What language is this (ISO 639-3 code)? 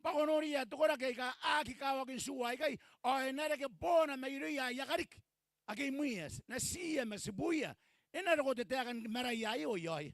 gil